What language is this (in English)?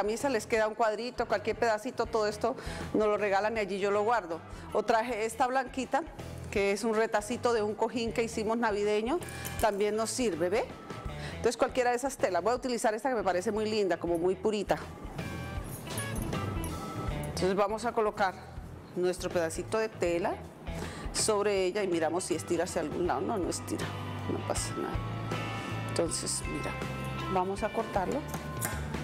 Spanish